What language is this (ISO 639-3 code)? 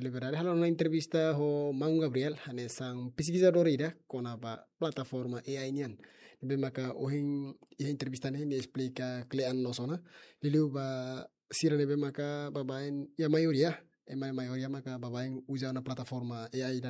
tet